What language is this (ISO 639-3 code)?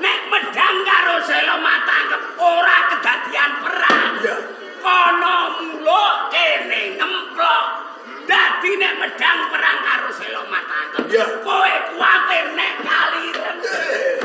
jav